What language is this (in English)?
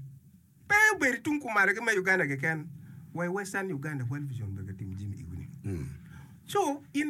Acoli